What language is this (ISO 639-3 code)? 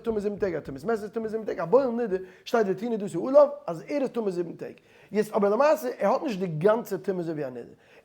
yid